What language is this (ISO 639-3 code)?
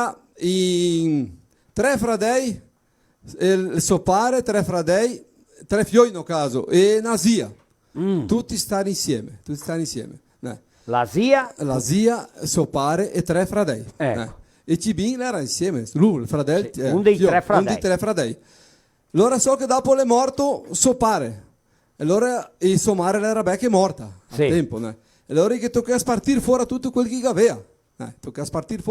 vec